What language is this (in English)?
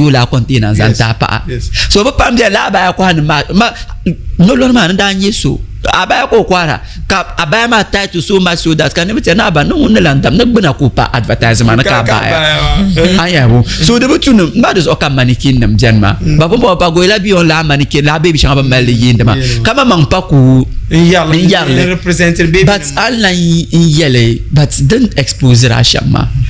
Dagbani